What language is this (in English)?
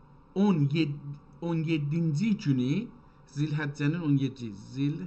South Azerbaijani